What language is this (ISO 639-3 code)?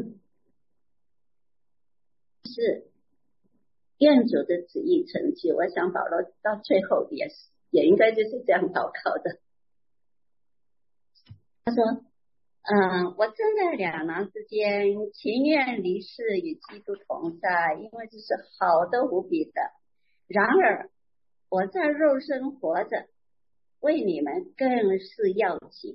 zho